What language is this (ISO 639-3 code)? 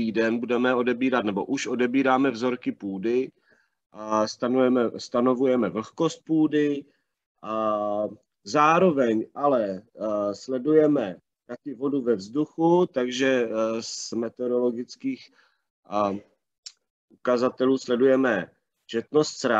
ces